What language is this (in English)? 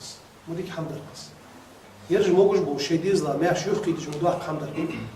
Ingush